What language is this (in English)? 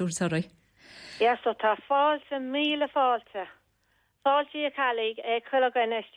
Irish